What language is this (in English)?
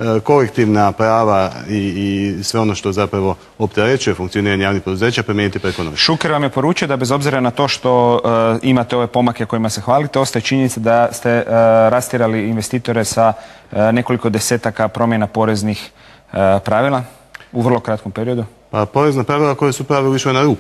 Croatian